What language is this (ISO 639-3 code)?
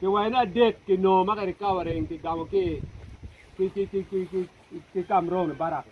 ach